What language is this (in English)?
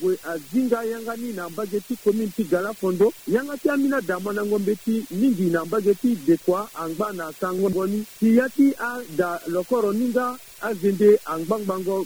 Sango